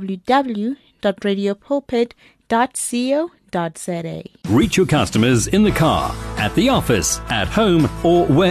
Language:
English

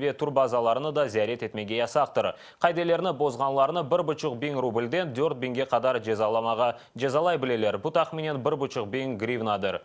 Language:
Crimean Tatar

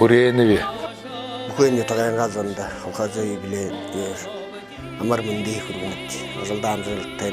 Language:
Buriat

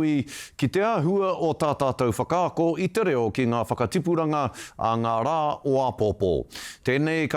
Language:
Māori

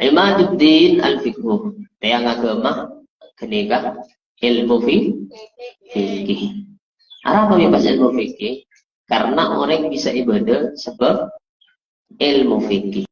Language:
Madurese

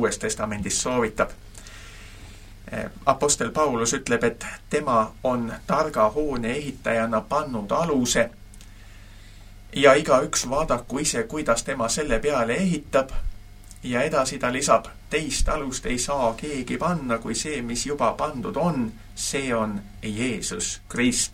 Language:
Estonian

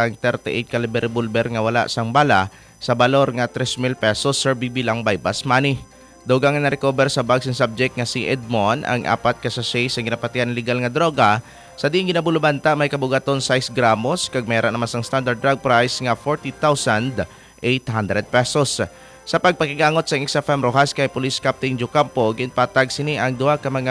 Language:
Hiligaynon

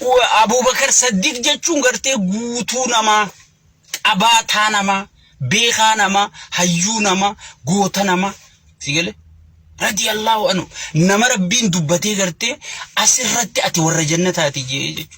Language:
Oromo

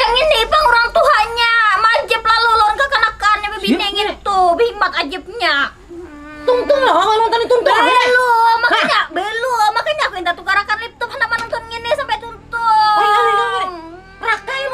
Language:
Banjar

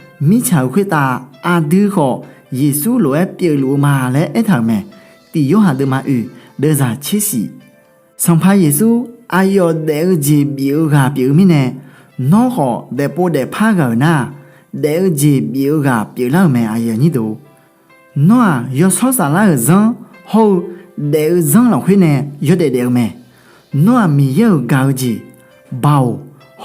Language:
Akha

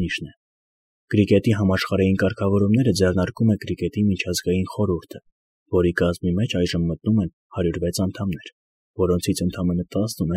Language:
Armenian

